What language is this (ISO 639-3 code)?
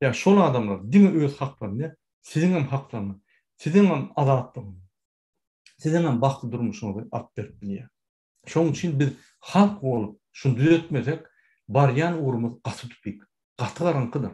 tuk